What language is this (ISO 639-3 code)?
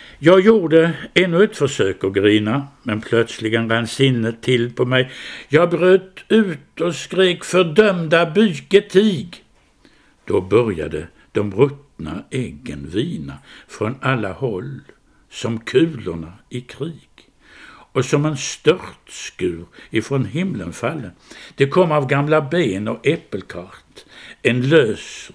swe